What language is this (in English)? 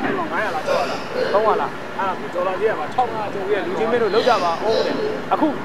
Burmese